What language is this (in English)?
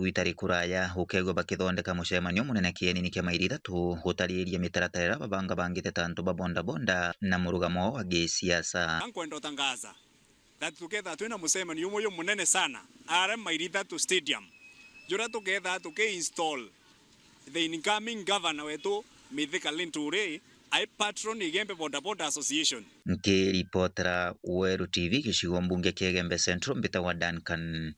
Meru